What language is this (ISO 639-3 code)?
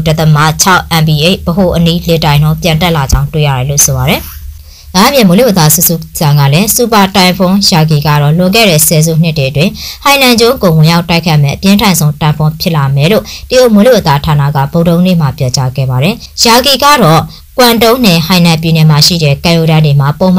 mya